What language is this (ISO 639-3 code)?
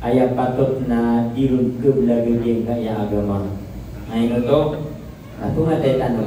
mrw